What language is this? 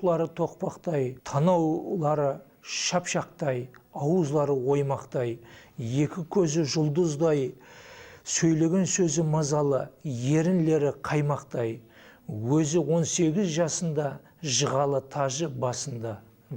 Kara-Kalpak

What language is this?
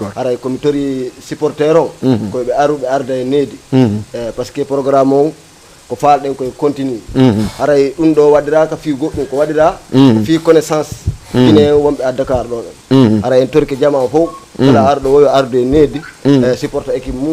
Fula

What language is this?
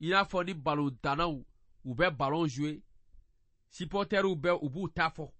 Bambara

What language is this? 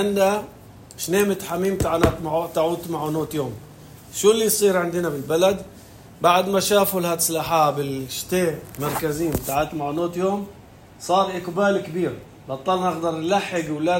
North Levantine Arabic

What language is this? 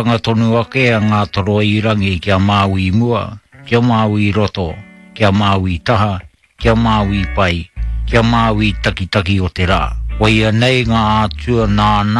Māori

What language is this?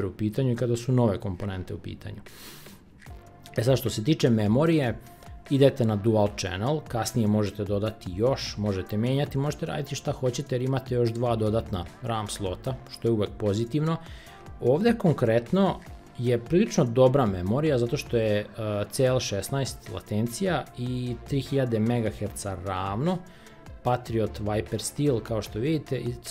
Serbian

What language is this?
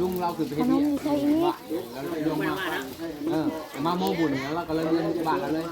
Northeastern Thai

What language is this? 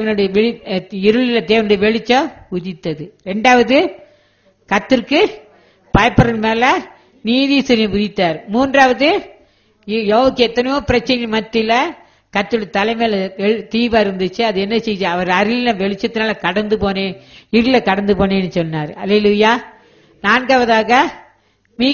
Tamil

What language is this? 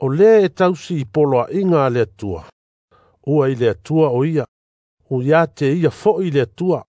Samoan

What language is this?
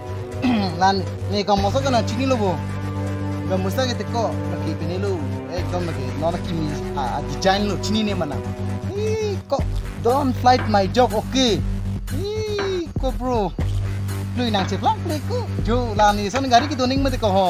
Karbi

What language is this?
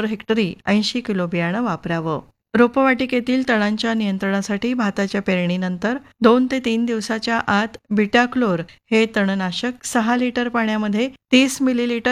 Marathi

